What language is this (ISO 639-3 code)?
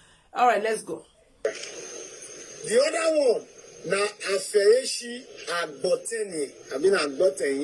pcm